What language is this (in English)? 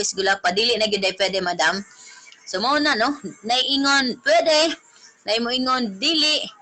Cebuano